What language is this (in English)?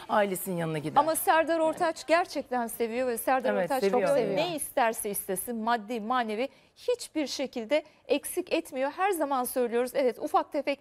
Turkish